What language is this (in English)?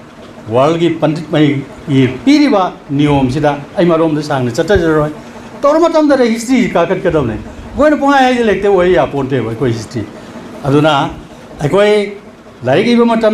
Manipuri